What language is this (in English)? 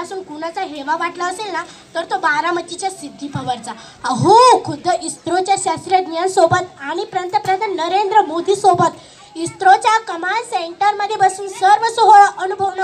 Marathi